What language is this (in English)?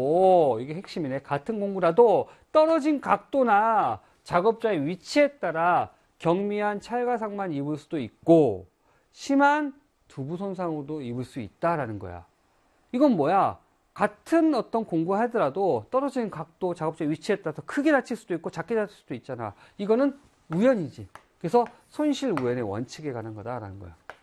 Korean